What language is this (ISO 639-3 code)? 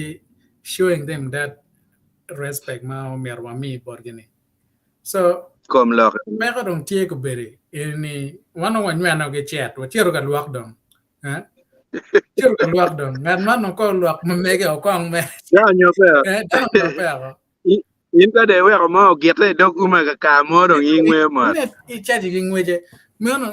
ach